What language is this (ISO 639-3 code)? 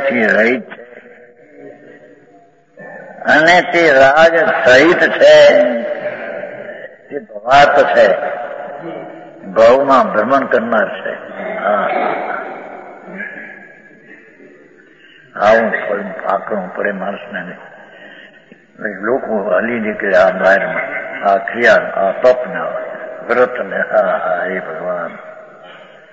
guj